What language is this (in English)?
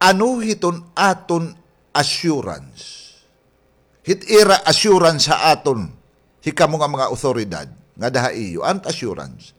Waray